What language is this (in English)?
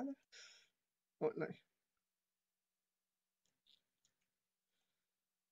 Swedish